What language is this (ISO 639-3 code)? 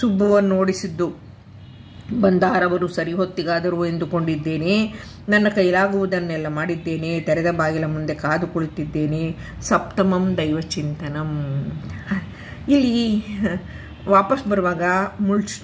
kan